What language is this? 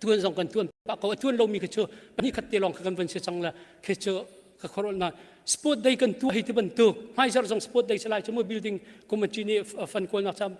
Hakha Chin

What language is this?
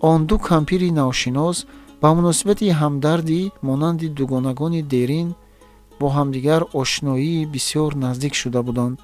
Tajik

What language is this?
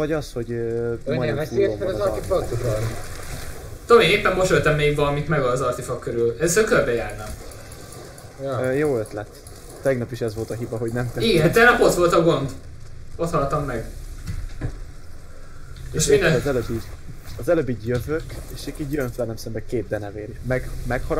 Hungarian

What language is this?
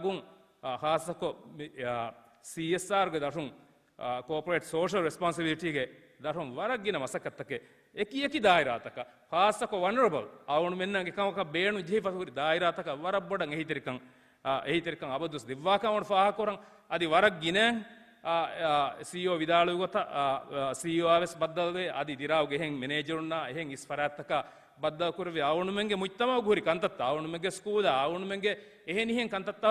Divehi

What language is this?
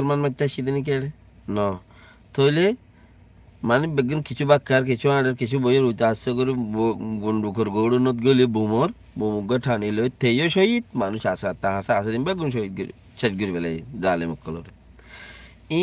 Rohingya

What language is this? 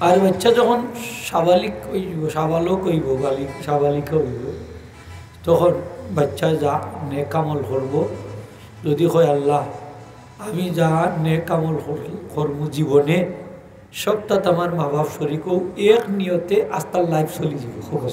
Sylheti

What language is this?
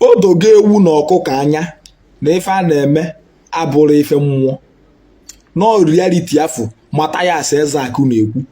Igbo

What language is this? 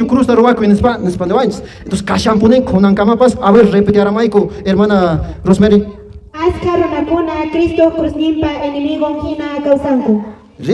Quechua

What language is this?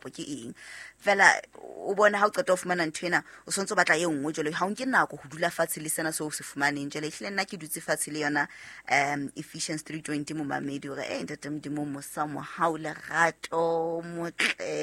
Southern Sotho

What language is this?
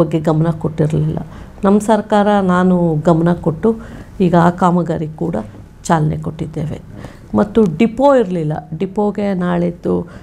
Kannada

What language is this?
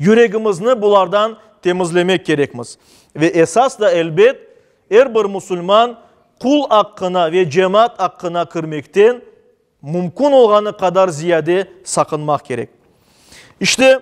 Crimean Tatar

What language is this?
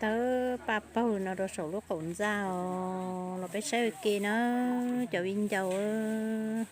Hmong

